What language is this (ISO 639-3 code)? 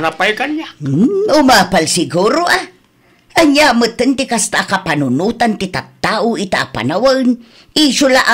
ilo